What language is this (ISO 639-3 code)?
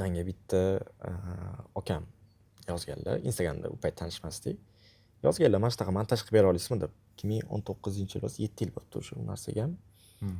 uzb